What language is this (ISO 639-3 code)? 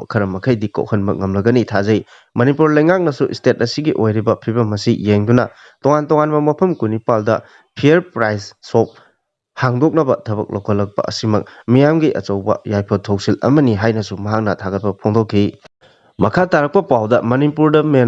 mni